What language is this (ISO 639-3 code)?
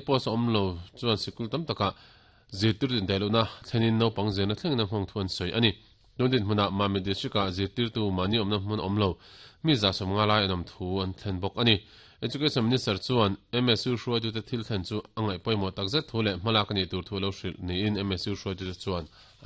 lus